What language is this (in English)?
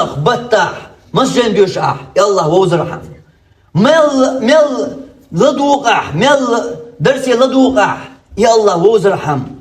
Chechen